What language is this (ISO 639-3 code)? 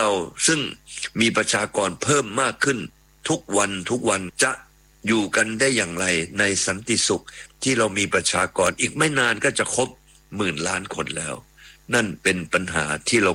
tha